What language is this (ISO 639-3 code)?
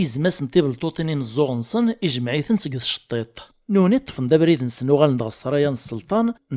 kab